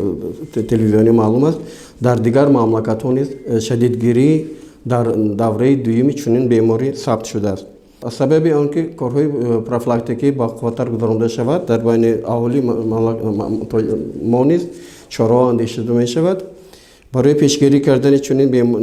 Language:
Tajik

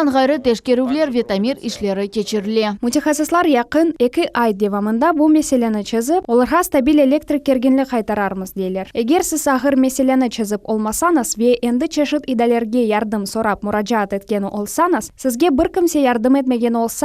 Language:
Crimean Tatar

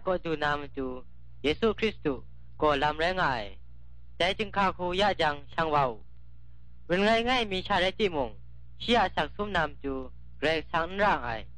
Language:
Kachin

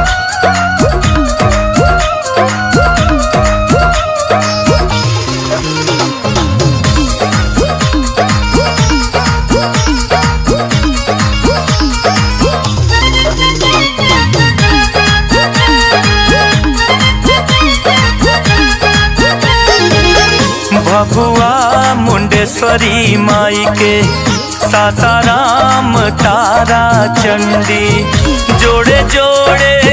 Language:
Bhojpuri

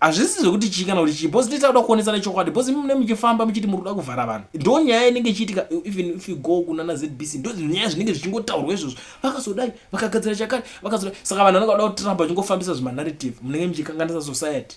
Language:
Shona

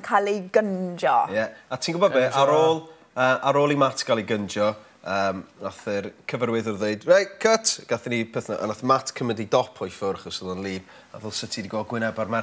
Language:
Welsh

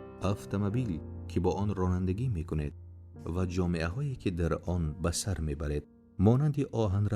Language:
Tajik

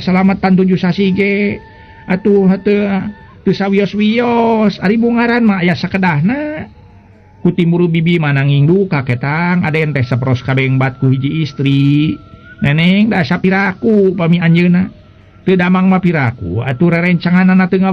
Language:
Sundanese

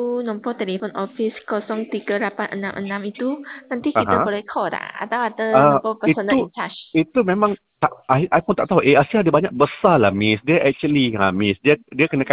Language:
Malay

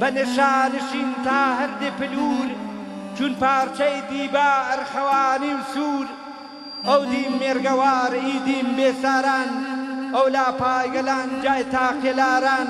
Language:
Gurani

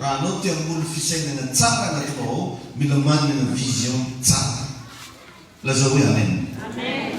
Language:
Malagasy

